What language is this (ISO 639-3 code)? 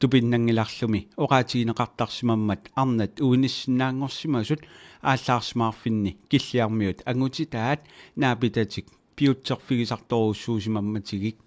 kal